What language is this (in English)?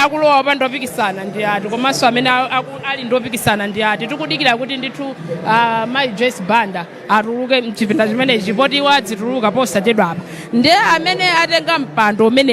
Nyanja